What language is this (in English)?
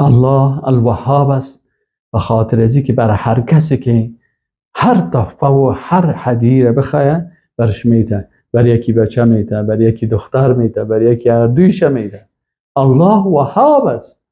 Persian